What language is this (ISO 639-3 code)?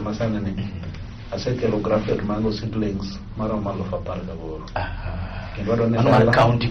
luo